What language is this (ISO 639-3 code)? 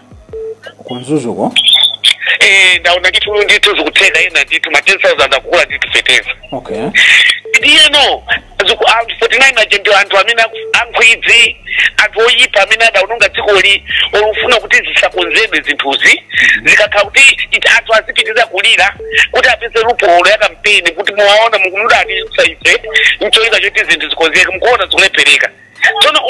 nya